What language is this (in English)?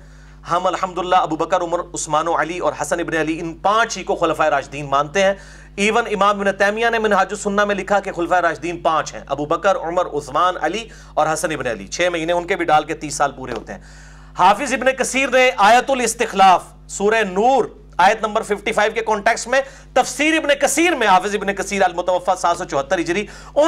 Urdu